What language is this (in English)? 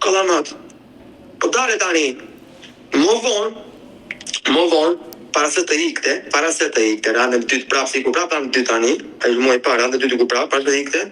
Albanian